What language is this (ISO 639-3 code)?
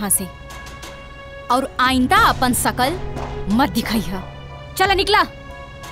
bho